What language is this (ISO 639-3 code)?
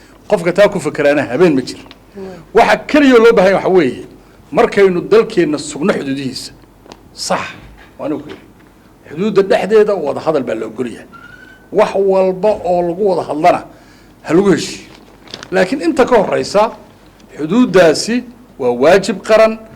som